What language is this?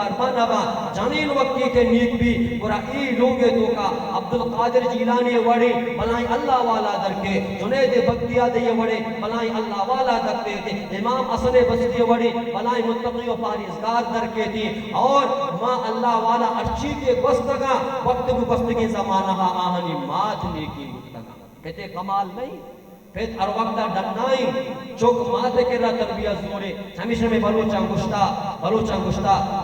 Baluchi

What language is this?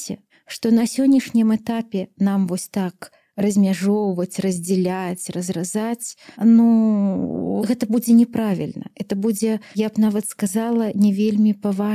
Belarusian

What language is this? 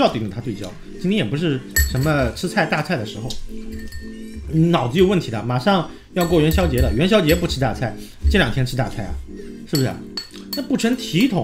Chinese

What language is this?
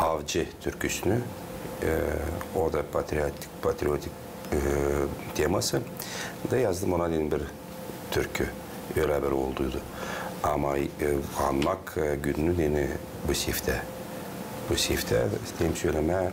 Gagauz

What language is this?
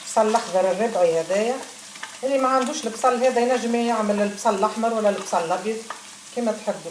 Tunisian Arabic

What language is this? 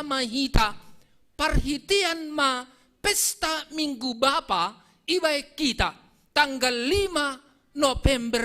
Batak Simalungun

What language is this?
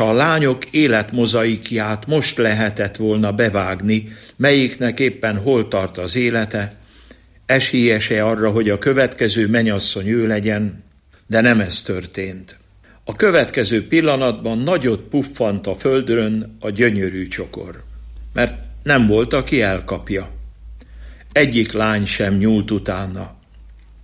Hungarian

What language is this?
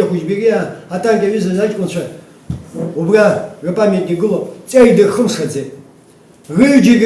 Abkhazian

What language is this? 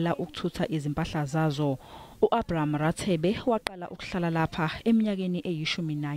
Zulu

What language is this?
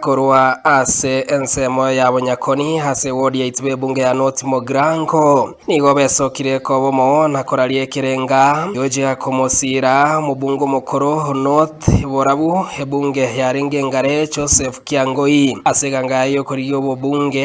Gusii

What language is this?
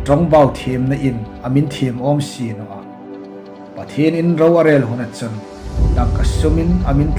Hmar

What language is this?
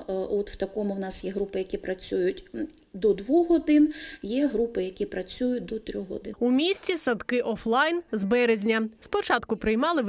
Ukrainian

